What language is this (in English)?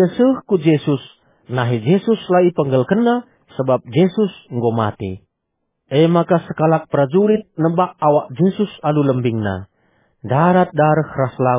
Batak Karo